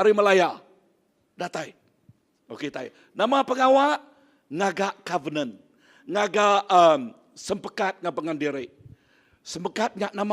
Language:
Iban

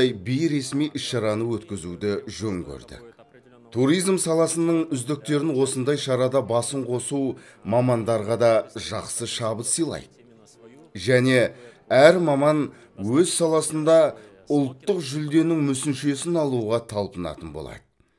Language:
Kazakh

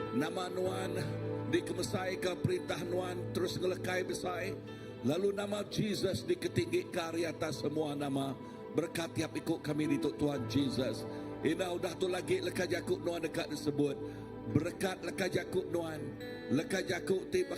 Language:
Iban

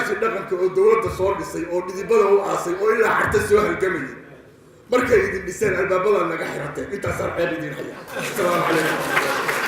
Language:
Somali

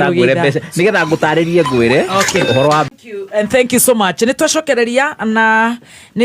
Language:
Kikuyu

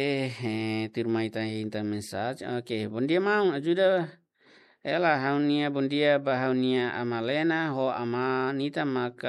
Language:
Tetum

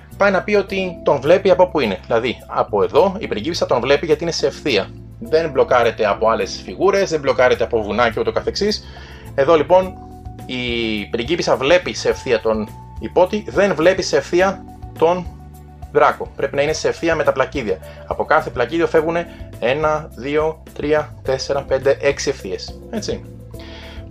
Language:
Greek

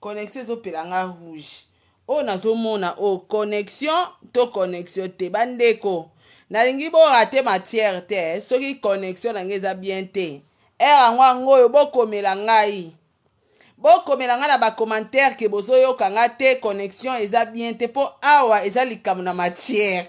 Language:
Lingala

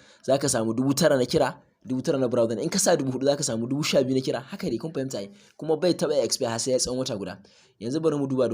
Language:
Hausa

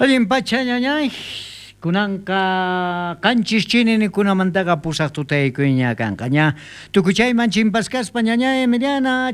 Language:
South Bolivian Quechua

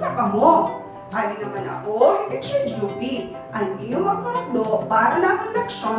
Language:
Waray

